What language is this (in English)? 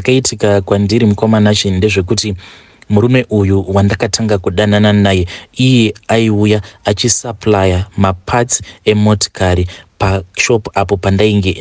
Shona